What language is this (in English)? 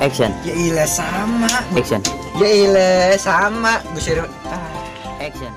Betawi